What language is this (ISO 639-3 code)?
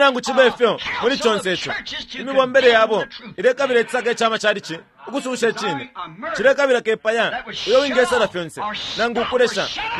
bem